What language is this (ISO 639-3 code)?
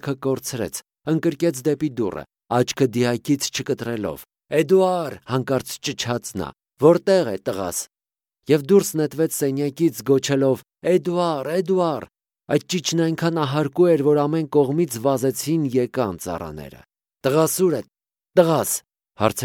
hye